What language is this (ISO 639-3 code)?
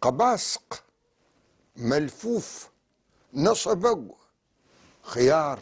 apc